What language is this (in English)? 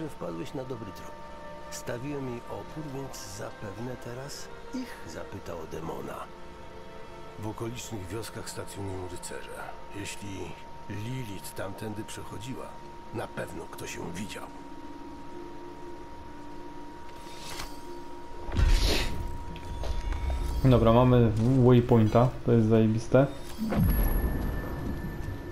Polish